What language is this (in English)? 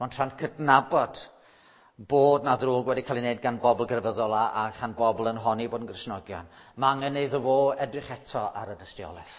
Welsh